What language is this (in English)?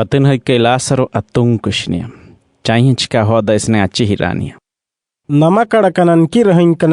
Wayuu